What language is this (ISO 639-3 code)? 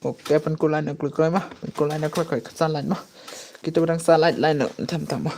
kha